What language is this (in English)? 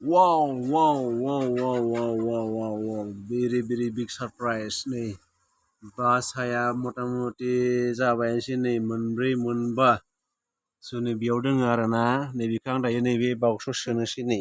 Bodo